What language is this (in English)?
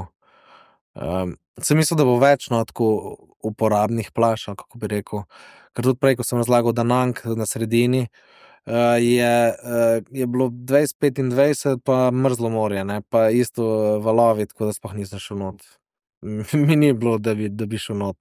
Slovenian